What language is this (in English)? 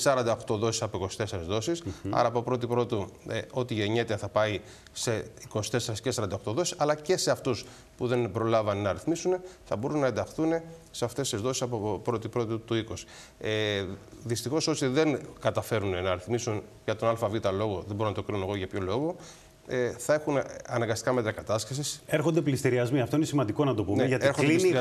Greek